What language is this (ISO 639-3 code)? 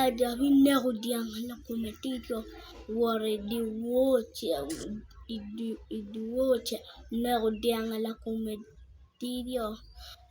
ach